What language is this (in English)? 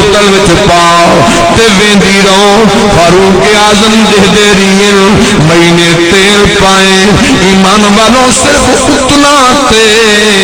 Saraiki